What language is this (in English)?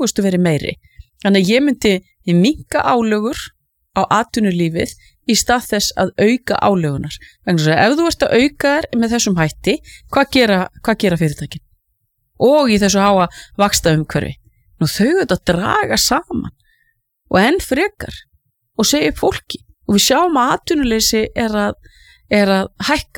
Icelandic